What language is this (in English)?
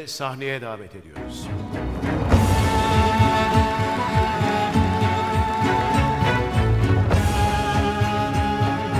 Turkish